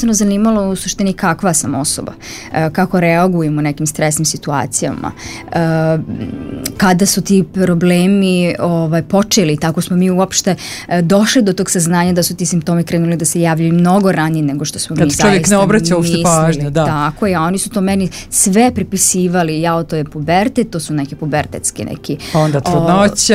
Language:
Serbian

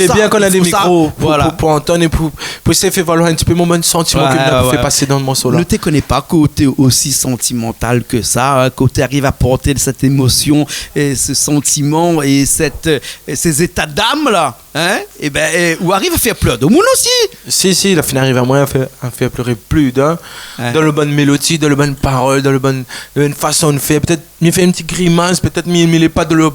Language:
Réunion Creole French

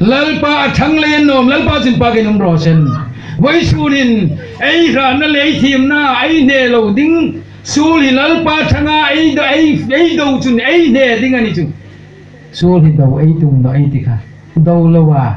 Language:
Hmar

